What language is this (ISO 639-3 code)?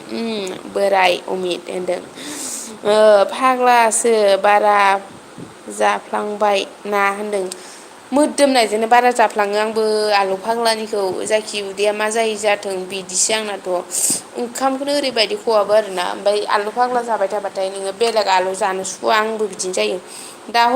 brx